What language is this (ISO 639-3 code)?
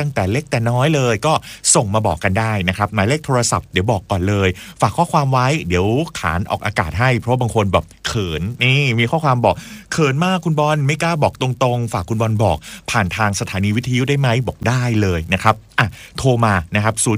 tha